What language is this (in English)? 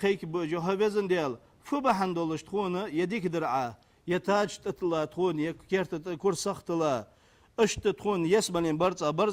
Ingush